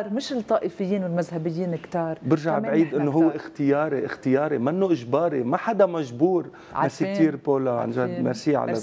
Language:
North Levantine Arabic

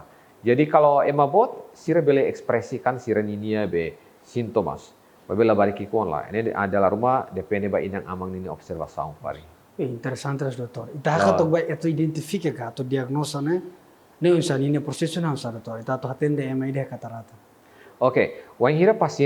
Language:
Tetum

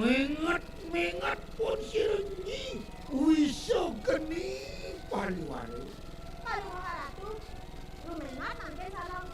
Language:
Balinese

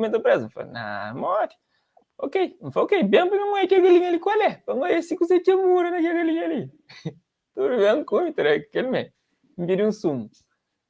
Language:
Kabuverdianu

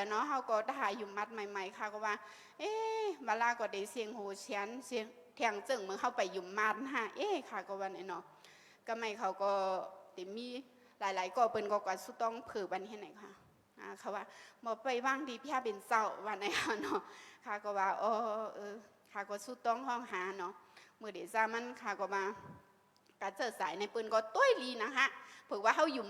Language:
Shan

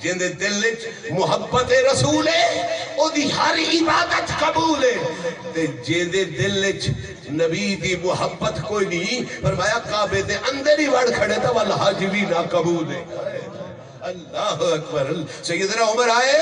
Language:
Saraiki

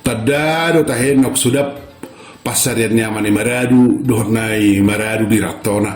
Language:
Batak Toba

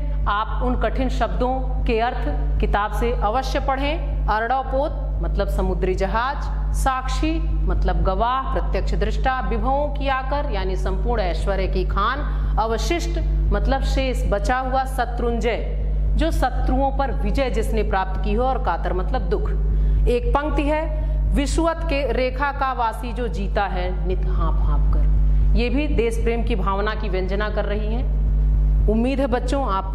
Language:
Hindi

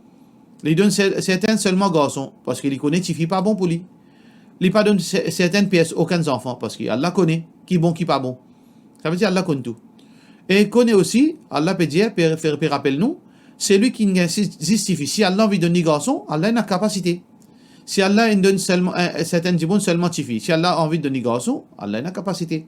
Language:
Morisyen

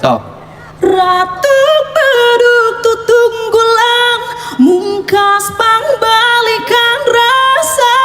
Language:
Sundanese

